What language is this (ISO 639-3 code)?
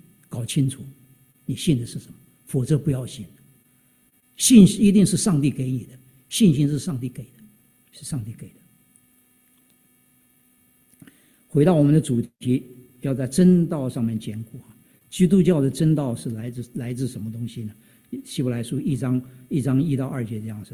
zho